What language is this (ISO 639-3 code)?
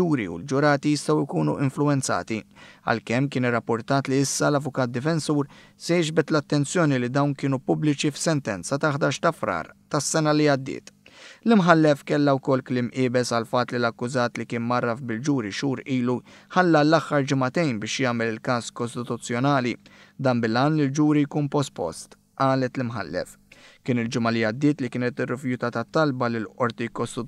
mlt